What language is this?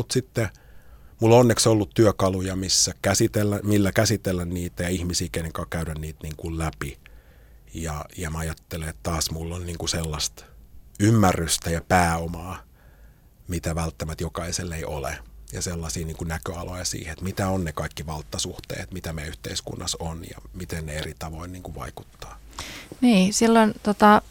Finnish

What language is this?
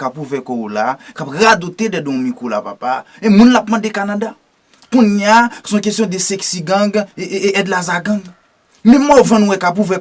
Haitian Creole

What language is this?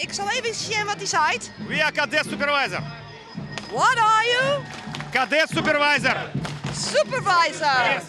Western Frisian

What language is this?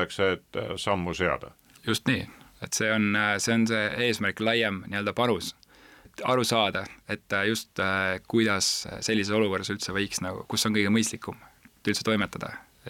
Estonian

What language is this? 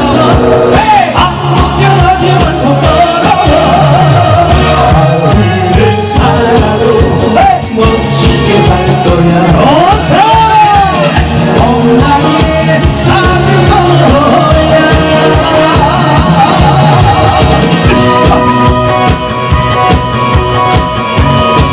Korean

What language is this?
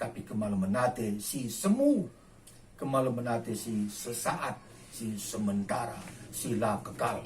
Batak Karo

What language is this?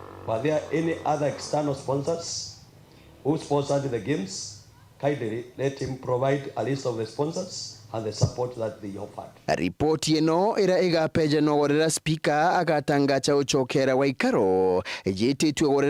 Meru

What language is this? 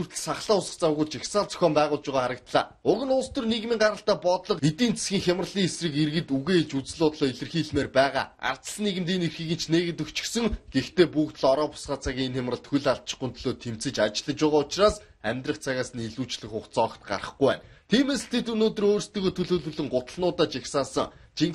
Mongolian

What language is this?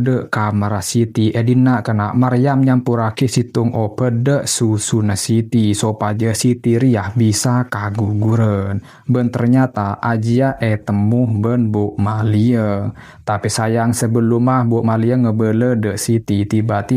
Madurese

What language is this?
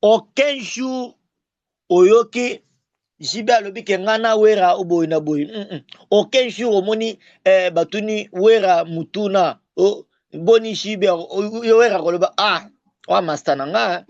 Lingala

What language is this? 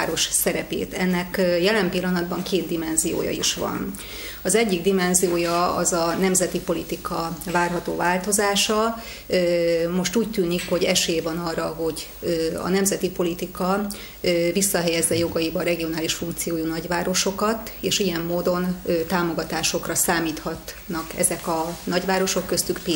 Hungarian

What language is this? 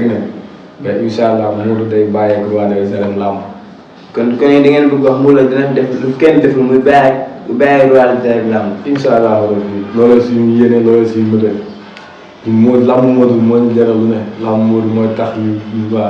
Wolof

